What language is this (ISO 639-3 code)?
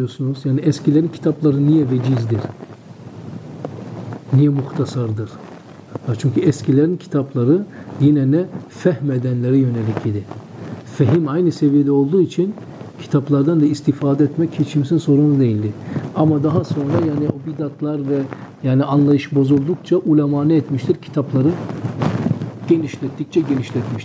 tur